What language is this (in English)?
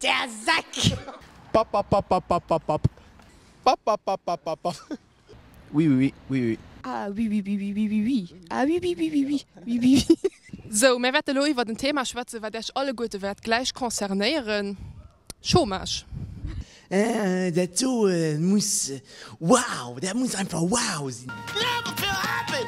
Luxembourgish